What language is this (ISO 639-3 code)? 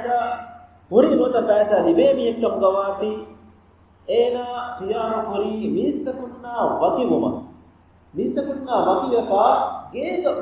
div